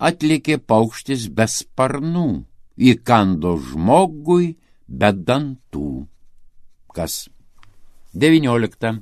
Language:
Lithuanian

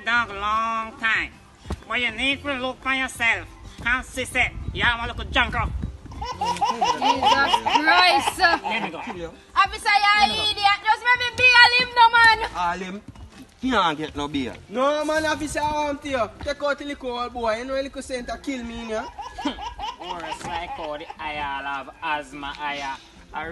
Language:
Jamaican Creole English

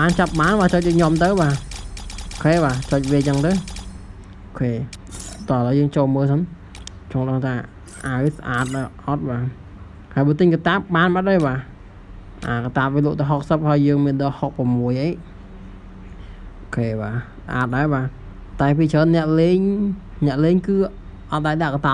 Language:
Khmer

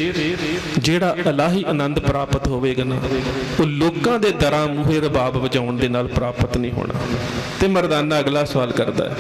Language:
Punjabi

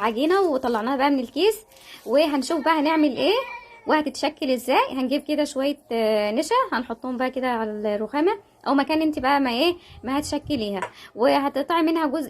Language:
Egyptian Arabic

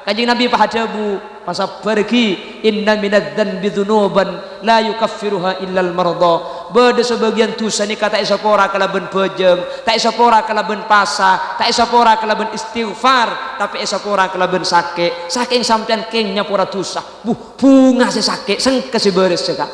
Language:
Madurese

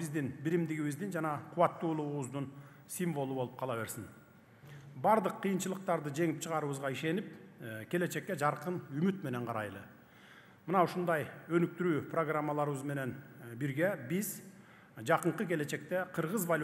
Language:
Kyrgyz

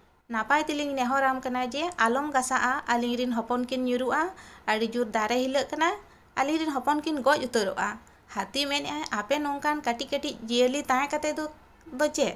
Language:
Santali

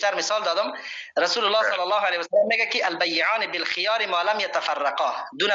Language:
Persian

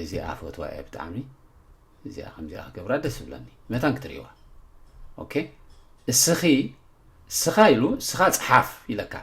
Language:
Tigrinya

